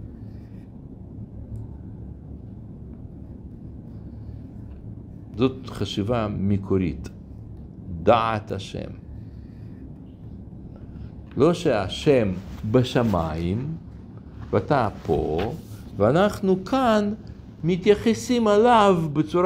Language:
Hebrew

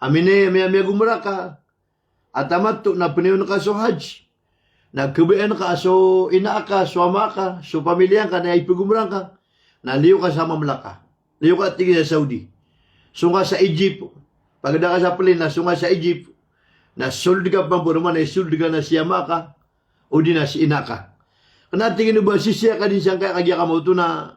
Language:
Maranao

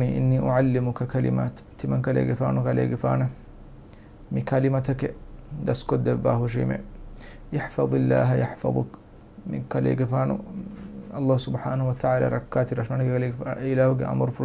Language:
Divehi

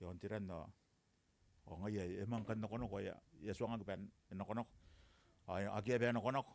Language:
Gilbertese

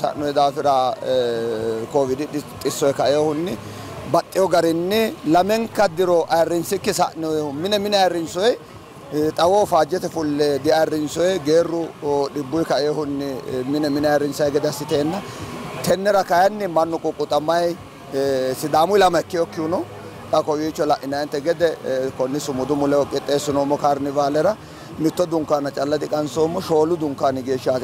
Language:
Sidamo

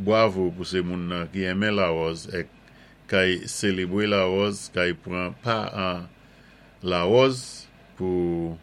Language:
Saint Lucian Creole French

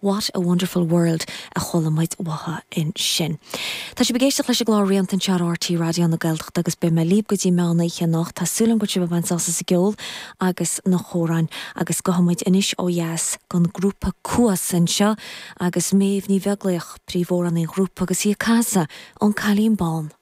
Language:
Irish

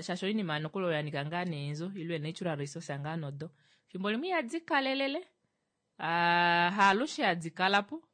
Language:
Kuanyama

